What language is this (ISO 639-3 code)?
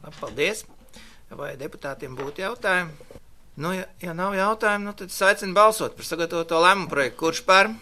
lav